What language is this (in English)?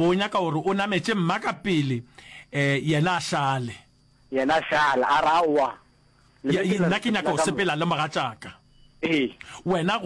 Northern Sotho